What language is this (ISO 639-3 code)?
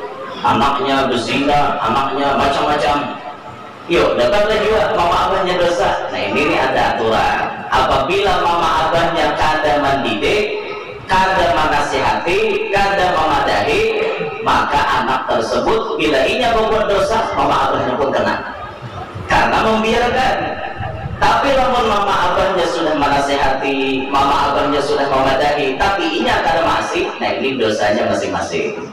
bjn